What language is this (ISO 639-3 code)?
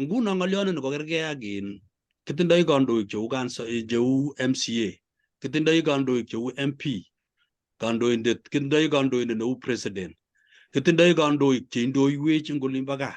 kln